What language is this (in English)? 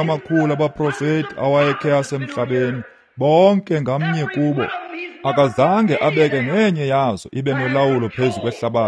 Xhosa